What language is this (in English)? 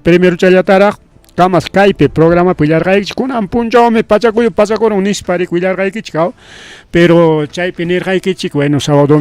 Ayacucho Quechua